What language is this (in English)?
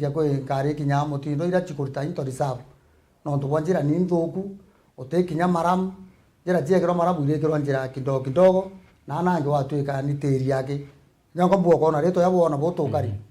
Meru